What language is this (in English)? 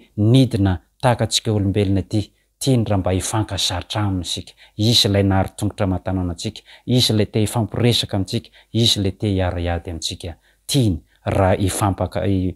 Malagasy